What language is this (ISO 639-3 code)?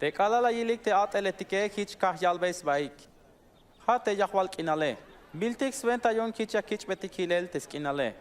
tzh